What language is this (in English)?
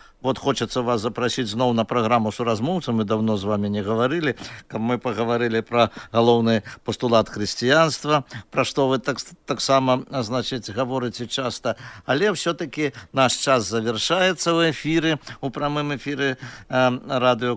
Belarusian